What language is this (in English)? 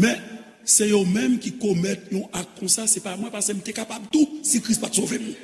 Haitian Creole